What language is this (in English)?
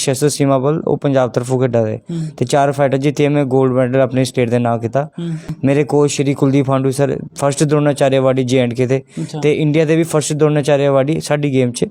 Dogri